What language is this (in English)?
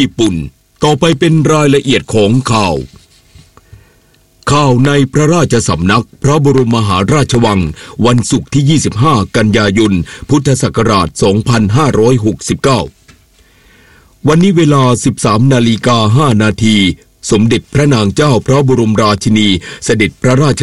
Thai